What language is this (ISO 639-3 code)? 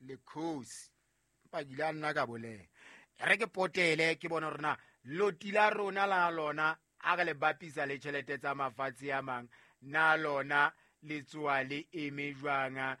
sot